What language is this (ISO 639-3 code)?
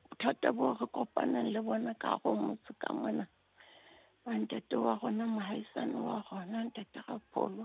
sot